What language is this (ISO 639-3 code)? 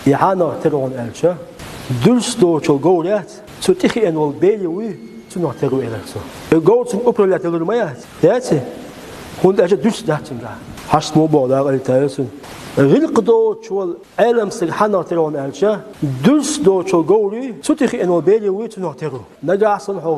che